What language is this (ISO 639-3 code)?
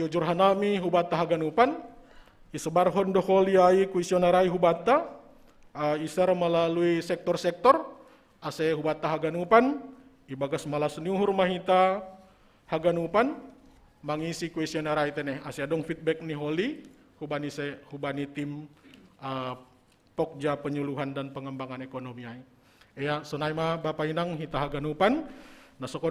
bts